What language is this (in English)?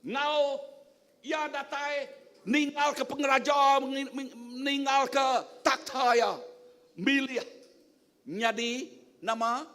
Iban